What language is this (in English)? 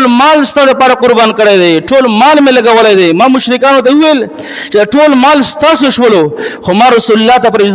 Pashto